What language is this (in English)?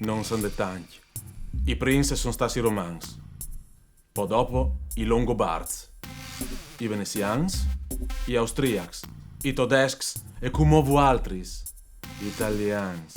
Friulian